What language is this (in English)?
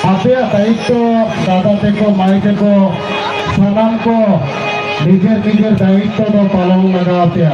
Santali